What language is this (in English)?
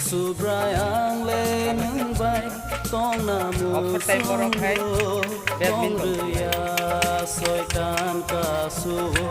Kok Borok